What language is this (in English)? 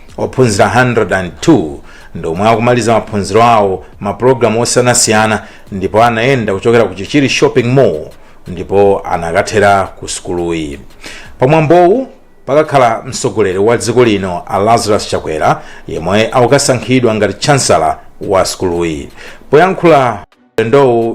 Nyanja